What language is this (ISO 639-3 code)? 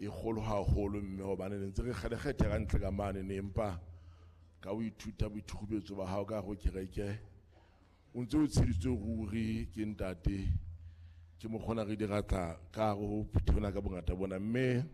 sot